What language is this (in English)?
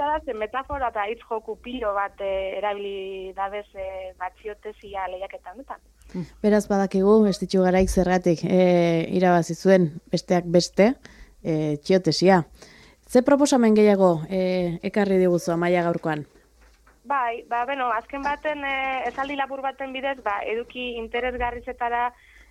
Basque